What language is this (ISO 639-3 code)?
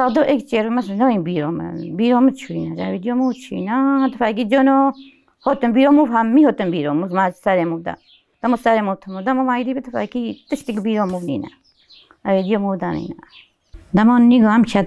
kur